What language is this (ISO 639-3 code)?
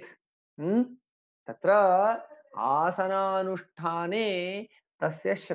san